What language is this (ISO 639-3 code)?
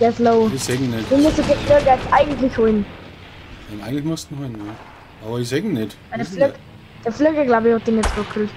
bar